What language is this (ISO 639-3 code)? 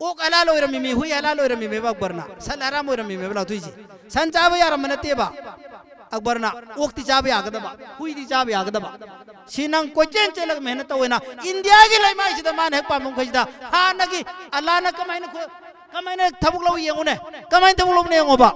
mni